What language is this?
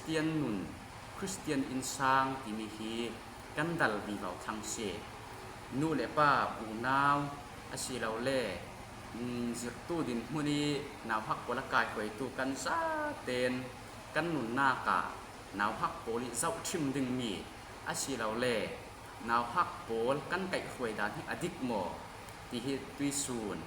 Falam Chin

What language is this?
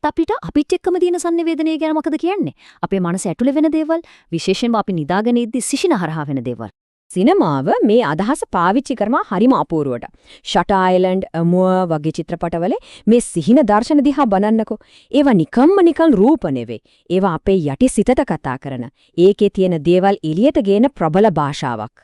Sinhala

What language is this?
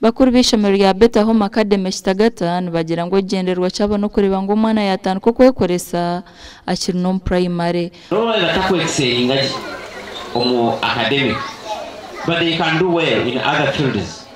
Nyankole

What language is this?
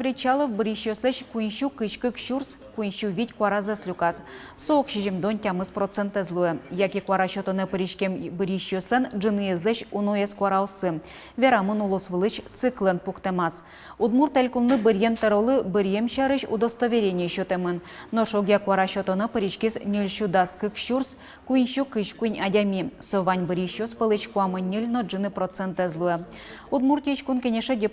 Udmurt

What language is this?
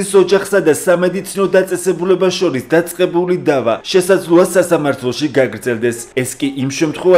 Georgian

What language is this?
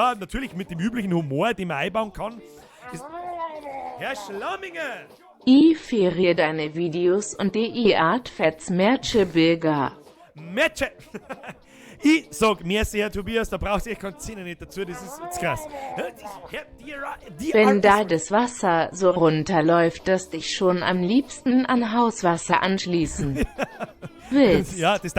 Bavarian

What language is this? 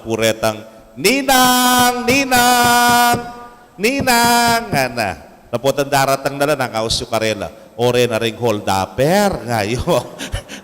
Pampanga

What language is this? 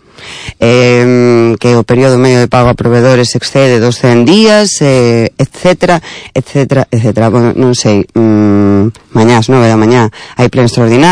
Galician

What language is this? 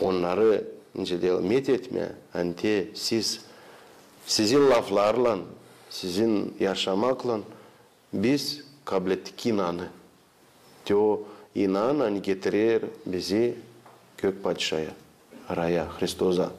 Gagauz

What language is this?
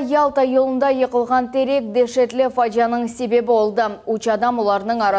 Crimean Tatar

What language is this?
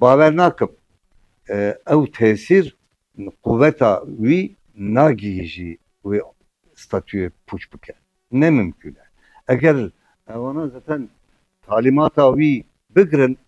Kurdish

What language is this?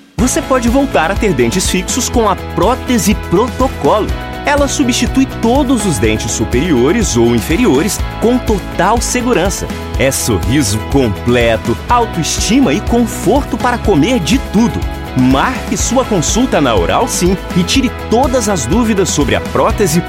Portuguese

